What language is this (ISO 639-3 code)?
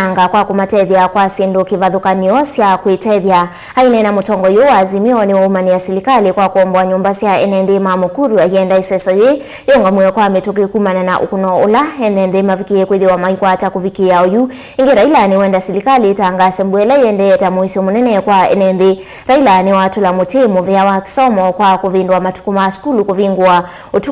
kam